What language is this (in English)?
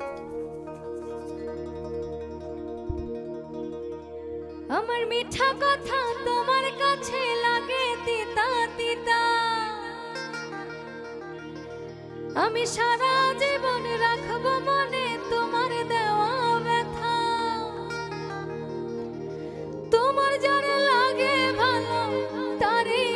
Bangla